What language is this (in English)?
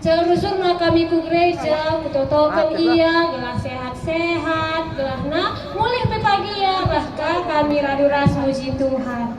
Batak Karo